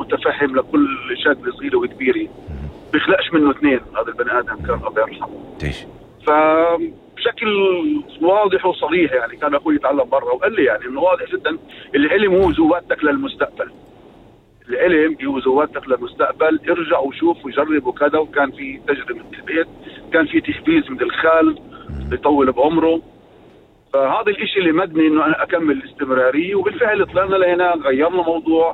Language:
North Levantine Arabic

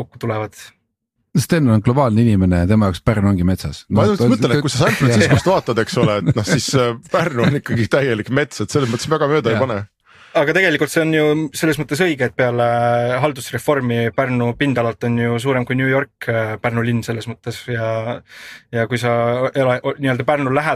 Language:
Estonian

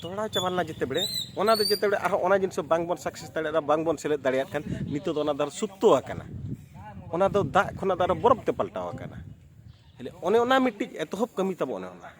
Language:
Santali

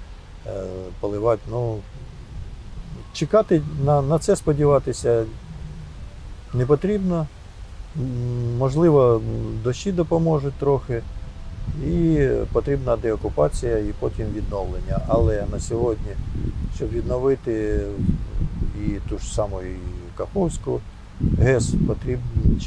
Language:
Ukrainian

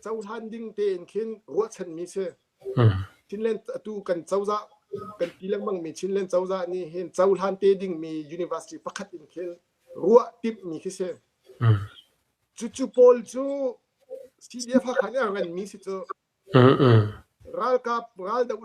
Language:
Hakha Chin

